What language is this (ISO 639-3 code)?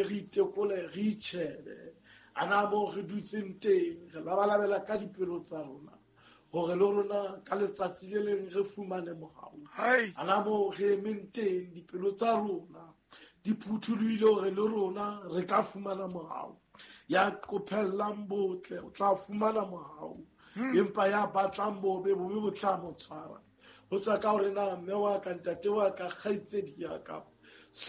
sot